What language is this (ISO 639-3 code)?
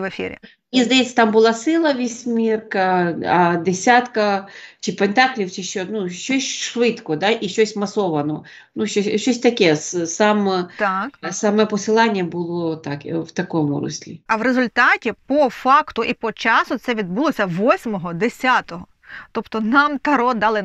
ukr